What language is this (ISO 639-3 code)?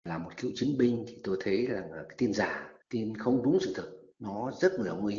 vie